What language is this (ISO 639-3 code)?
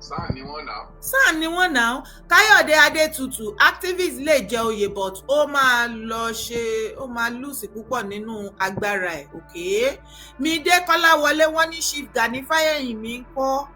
yor